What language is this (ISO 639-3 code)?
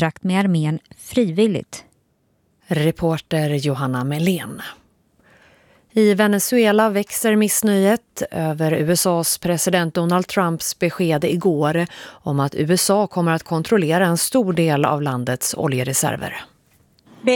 swe